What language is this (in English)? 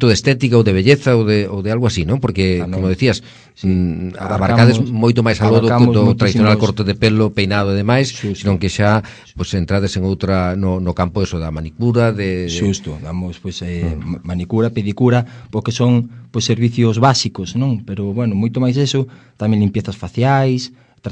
Galician